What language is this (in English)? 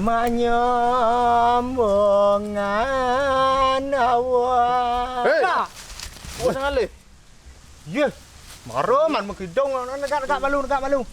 Balinese